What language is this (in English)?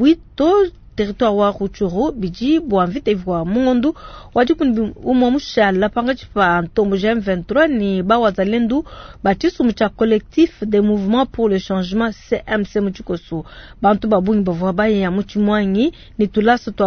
Luba-Lulua